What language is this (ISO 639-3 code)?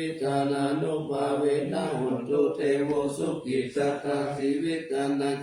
pli